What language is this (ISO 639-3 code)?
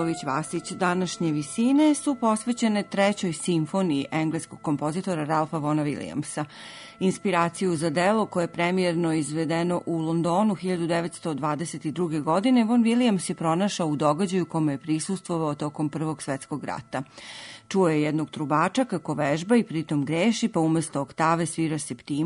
srp